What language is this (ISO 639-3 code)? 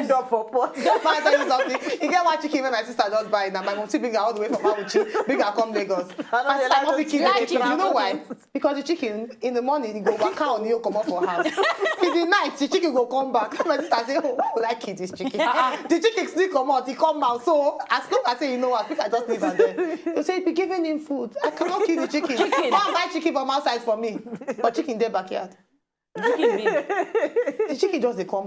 pcm